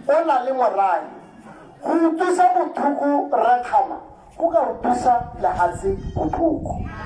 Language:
Tswana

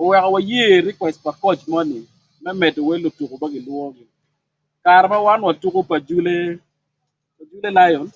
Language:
Acoli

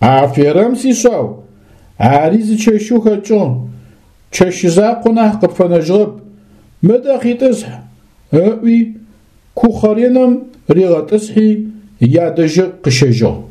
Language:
Adyghe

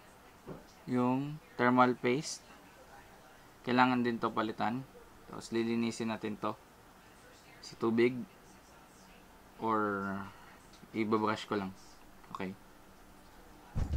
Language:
Filipino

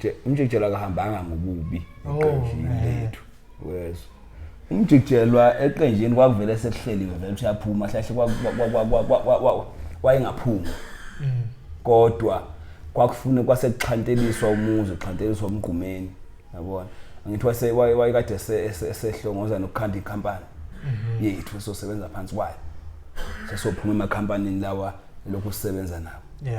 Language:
Zulu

